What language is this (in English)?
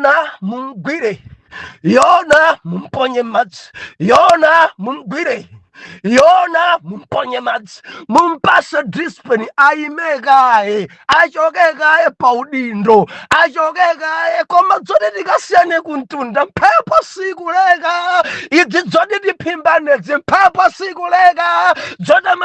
Nyanja